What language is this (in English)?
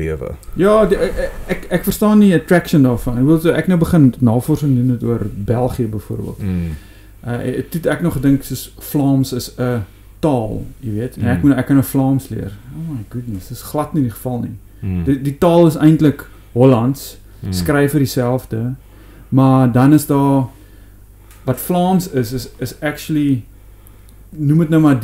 Afrikaans